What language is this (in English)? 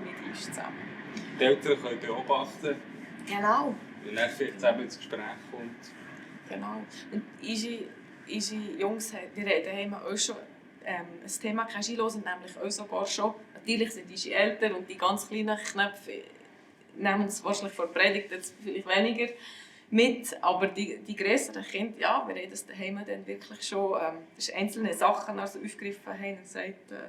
Swiss German